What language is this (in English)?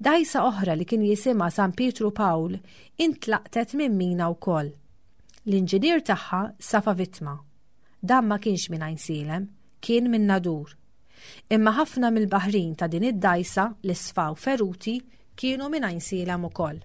Maltese